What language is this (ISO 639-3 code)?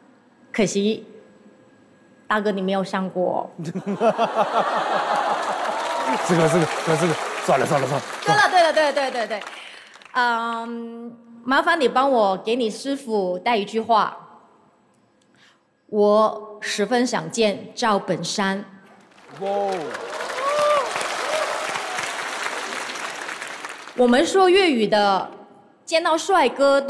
zho